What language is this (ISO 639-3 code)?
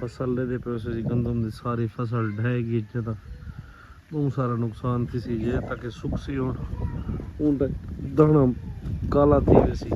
skr